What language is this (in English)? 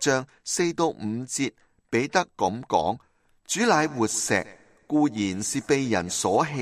Cantonese